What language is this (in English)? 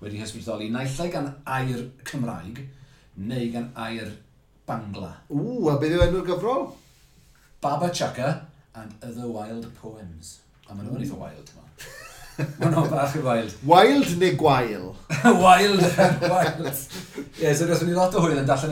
Welsh